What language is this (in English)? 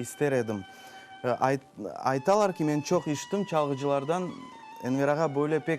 Crimean Tatar